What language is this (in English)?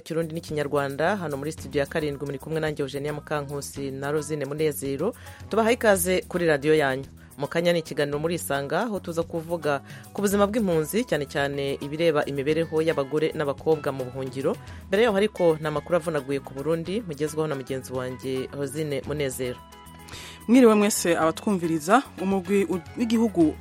Kinyarwanda